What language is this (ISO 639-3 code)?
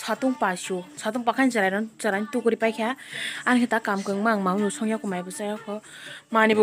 trp